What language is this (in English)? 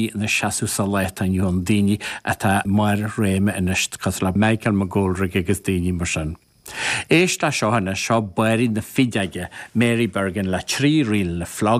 Irish